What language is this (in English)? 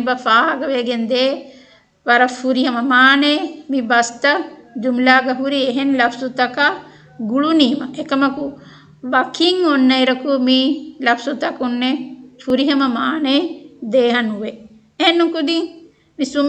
Divehi